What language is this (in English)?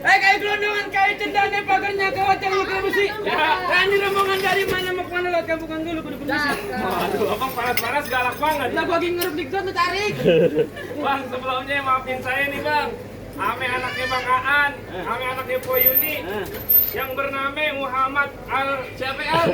Betawi